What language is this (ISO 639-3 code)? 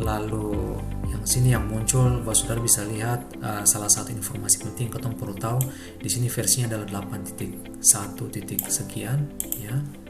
abs